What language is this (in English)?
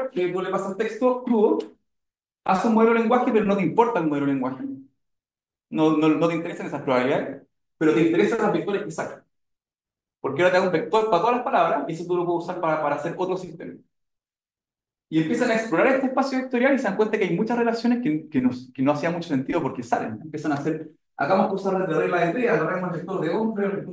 Spanish